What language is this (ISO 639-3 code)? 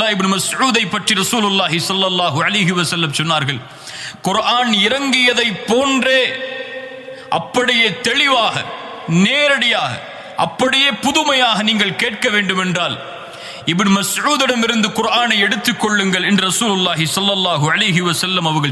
tam